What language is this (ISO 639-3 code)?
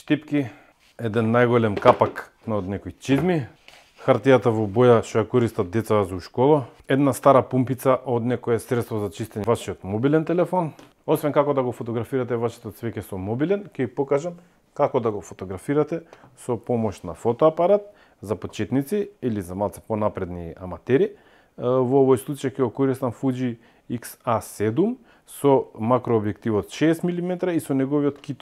mkd